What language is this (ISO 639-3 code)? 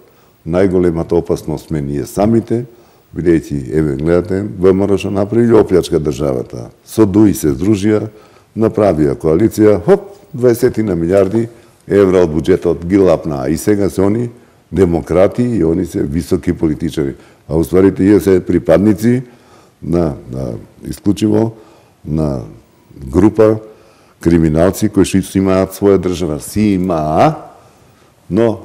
mkd